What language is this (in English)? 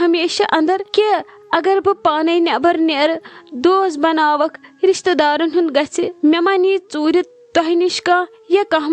Kashmiri